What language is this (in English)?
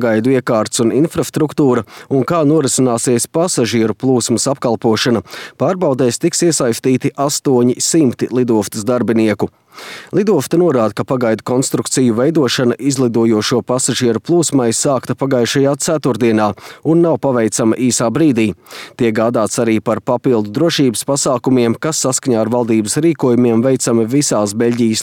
Latvian